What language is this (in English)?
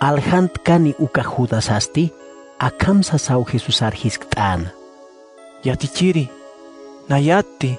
Aymara